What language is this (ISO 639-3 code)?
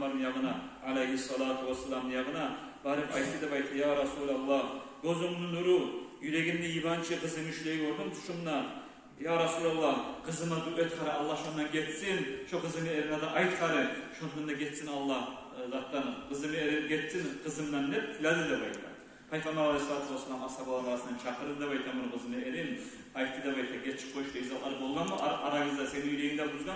kum